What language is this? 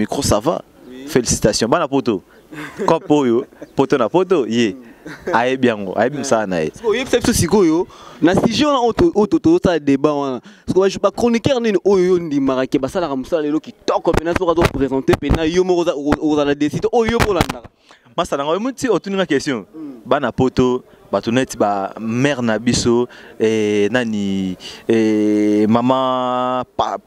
Lingala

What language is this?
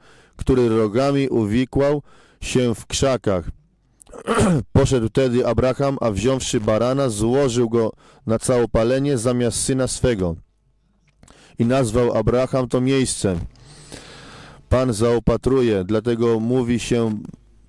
Polish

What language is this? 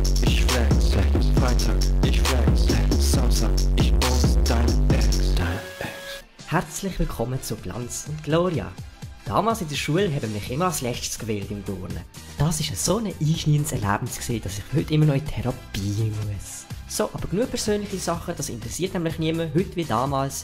Swiss German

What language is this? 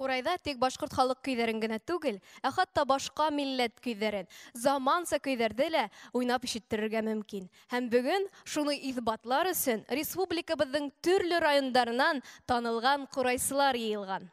Bashkir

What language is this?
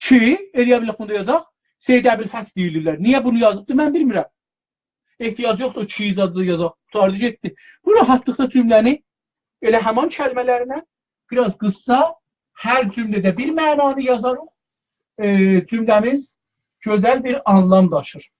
South Azerbaijani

